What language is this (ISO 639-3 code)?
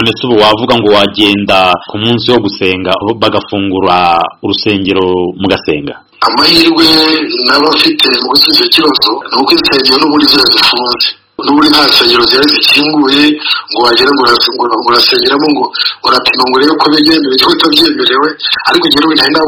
kin